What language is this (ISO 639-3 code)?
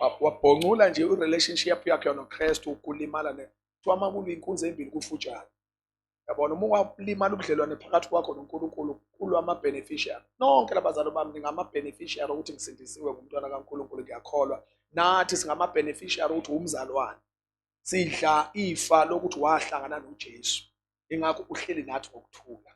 zul